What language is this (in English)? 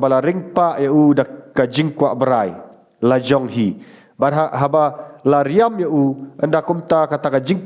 Khasi